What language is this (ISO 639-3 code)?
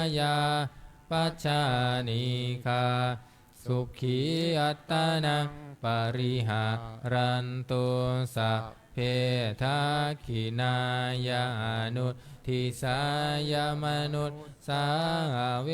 pli